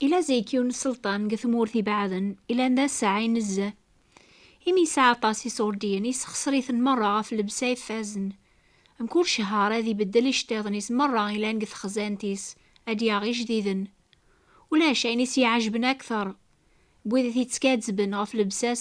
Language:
Kabyle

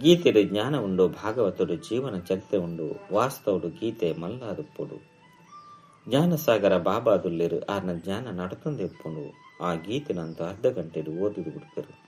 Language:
Tulu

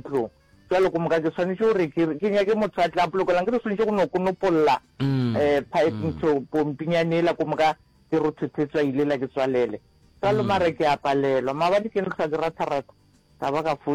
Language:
Northern Sotho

